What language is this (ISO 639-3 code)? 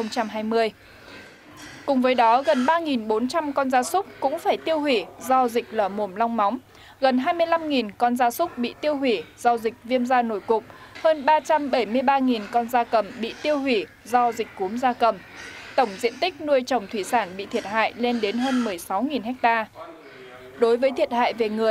vie